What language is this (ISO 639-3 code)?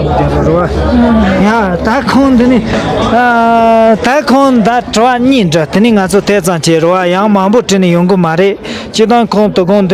bod